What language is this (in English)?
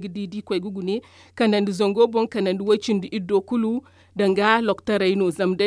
Zarma